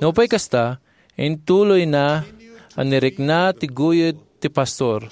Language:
Iloko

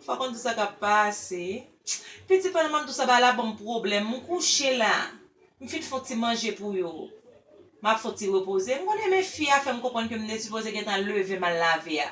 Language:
Haitian Creole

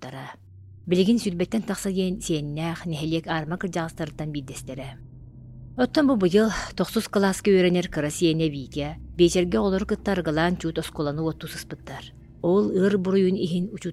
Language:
Yakut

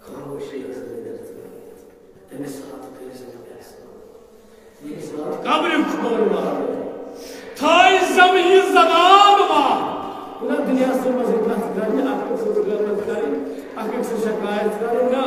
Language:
Kashmiri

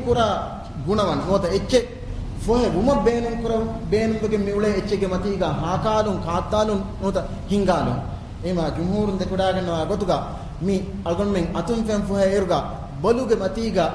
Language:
Divehi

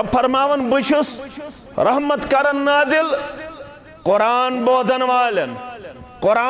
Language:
Kashmiri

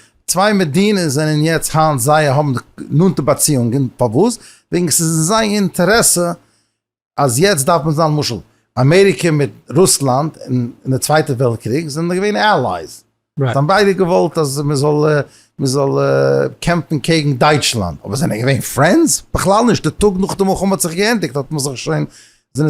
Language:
Yiddish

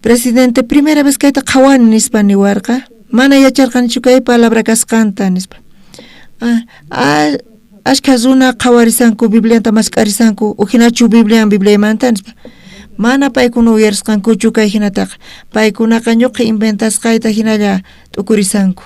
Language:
South Bolivian Quechua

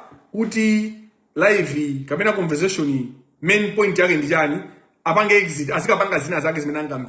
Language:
Nyanja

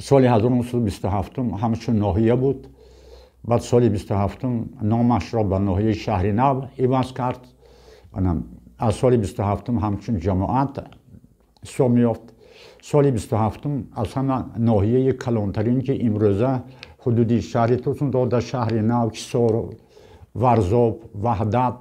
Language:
Tajik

